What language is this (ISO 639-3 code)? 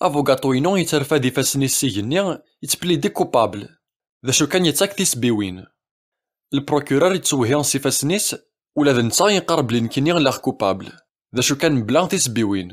kab